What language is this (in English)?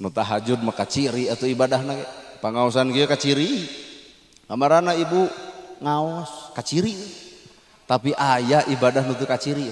Sundanese